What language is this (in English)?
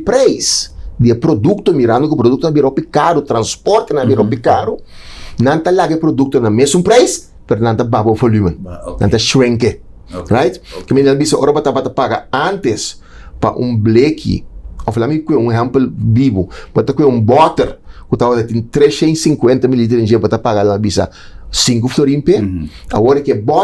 Papiamento